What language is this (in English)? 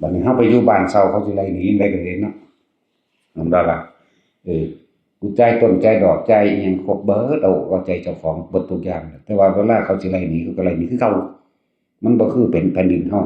Northeastern Thai